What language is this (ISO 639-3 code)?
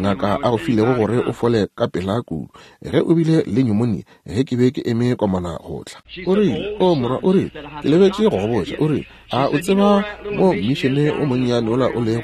nso